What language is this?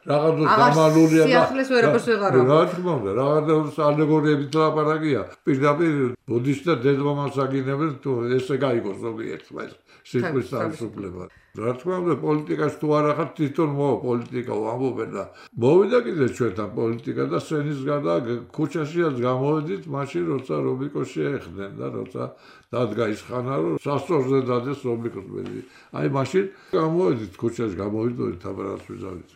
Georgian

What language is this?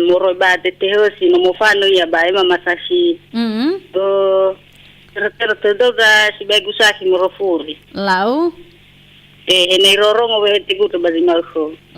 Nias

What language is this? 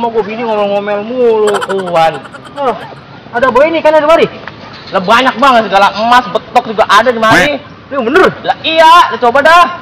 Betawi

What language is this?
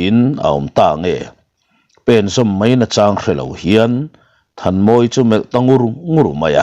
Mizo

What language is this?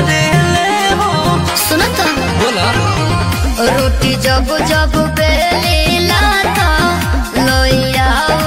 Bhojpuri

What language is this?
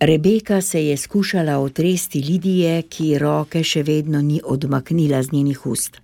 Slovenian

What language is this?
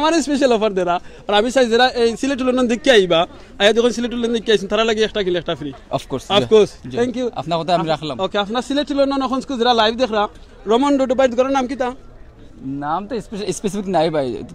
Sylheti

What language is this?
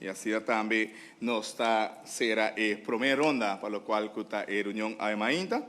Papiamento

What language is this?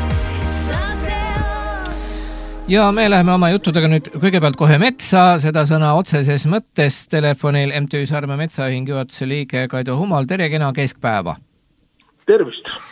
Estonian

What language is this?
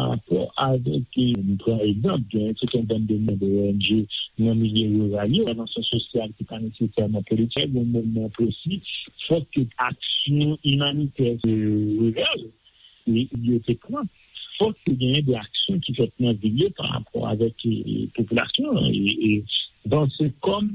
Haitian Creole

